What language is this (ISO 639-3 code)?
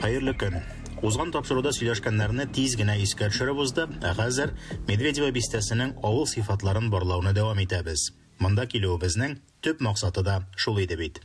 tat